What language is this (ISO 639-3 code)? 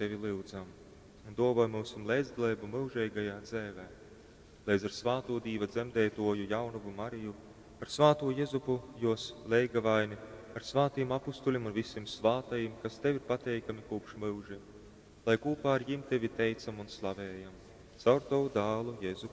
ltg